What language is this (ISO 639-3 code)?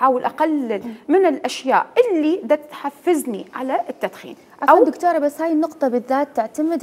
acm